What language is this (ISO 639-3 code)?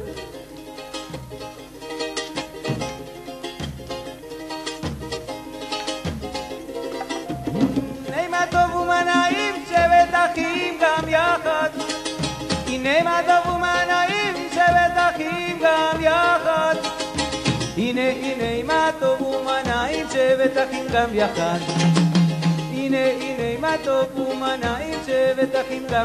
heb